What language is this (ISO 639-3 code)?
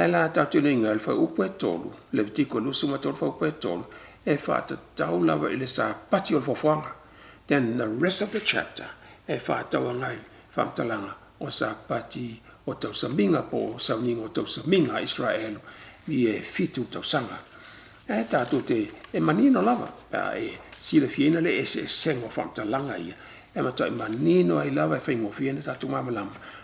smo